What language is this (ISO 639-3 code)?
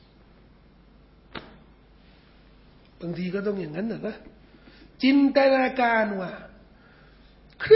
tha